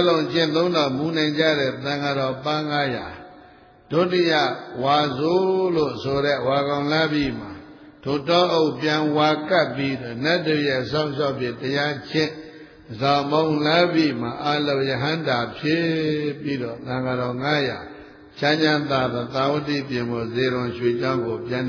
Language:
Burmese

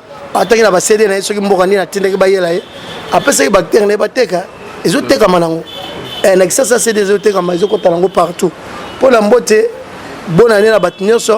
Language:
Lingala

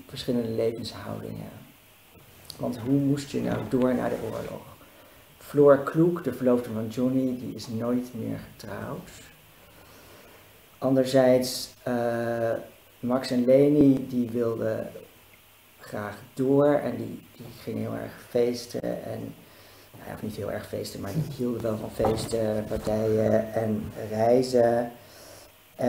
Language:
Dutch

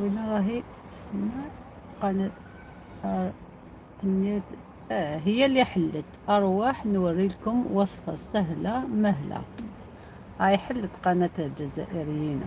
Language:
Algerian Arabic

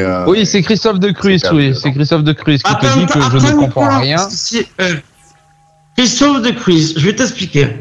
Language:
French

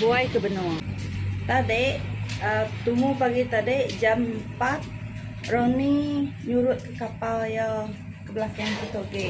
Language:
Iban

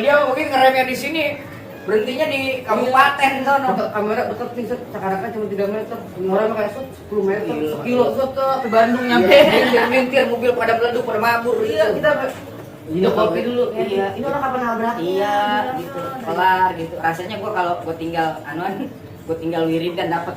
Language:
Betawi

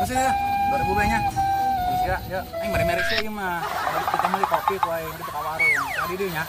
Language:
Sundanese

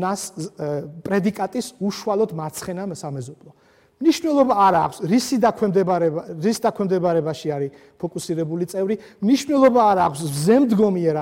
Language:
Georgian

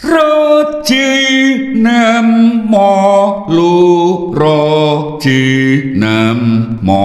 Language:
Javanese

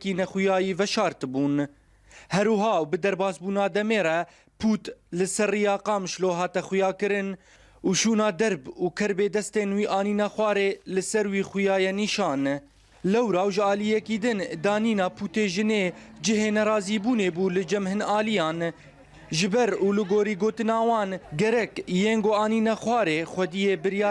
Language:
Kurdish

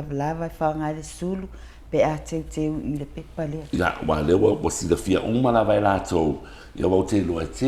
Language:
Samoan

